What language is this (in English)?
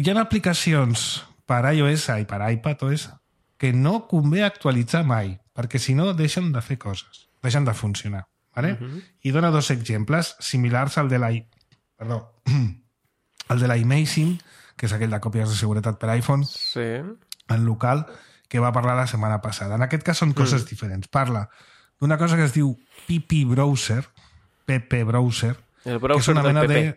Catalan